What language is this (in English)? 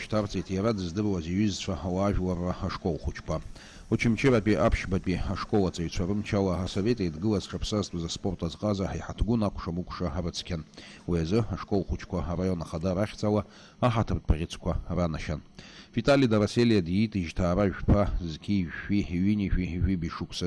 Abkhazian